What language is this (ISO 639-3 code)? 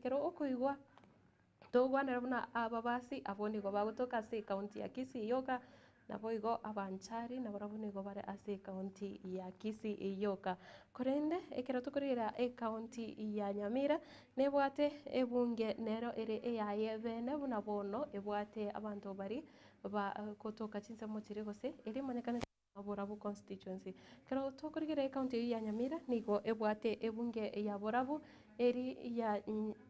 guz